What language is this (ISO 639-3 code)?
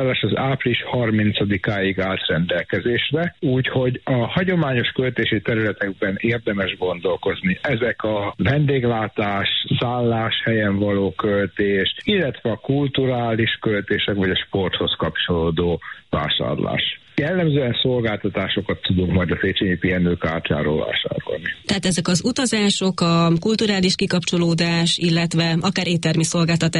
hun